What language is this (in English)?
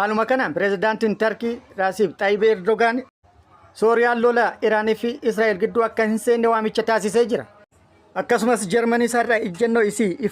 Oromo